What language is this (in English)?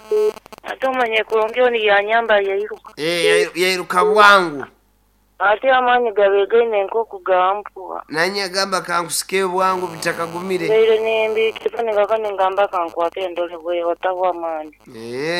Nyankole